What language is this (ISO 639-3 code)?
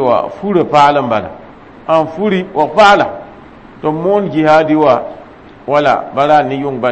mos